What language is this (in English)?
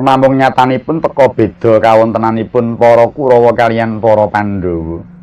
Javanese